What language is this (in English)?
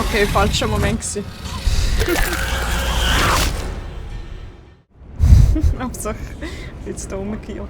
Swiss German